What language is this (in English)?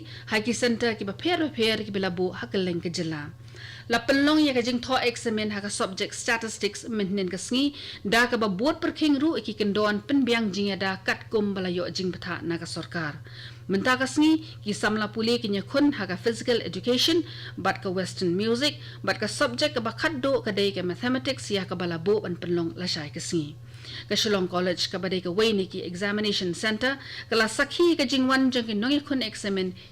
Khasi